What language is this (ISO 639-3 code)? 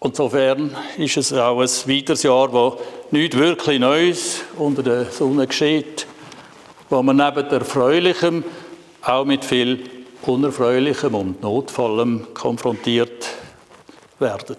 gsw